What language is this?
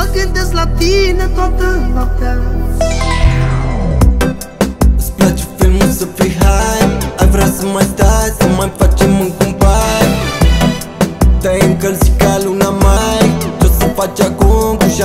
Romanian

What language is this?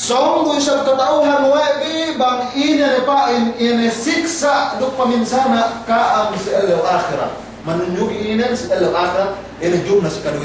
Yakan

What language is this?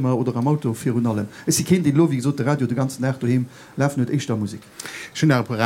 Luxembourgish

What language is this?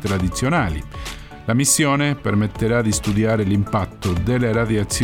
Italian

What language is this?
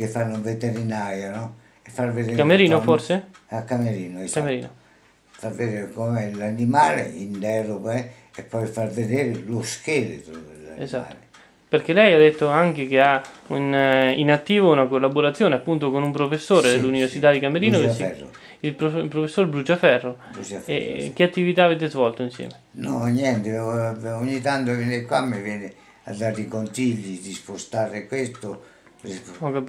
Italian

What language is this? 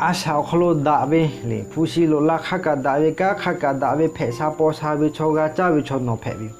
Lahu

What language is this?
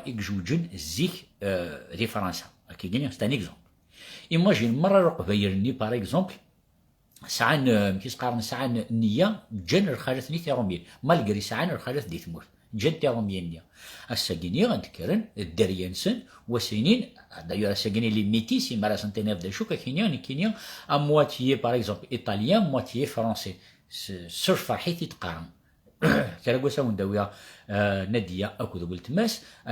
Kabyle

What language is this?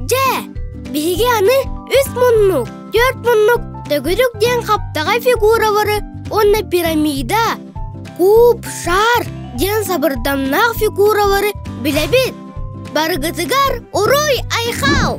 Yakut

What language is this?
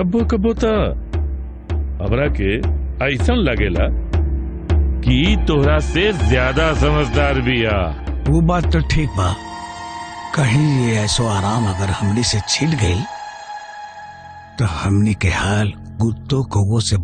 Bhojpuri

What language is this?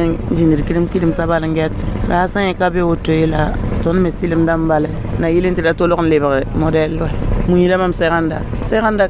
Mossi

